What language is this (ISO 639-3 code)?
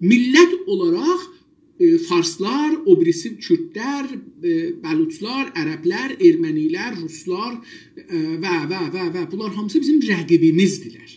azb